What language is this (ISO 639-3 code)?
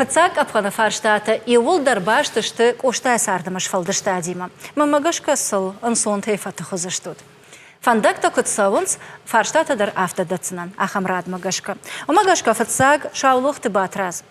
oss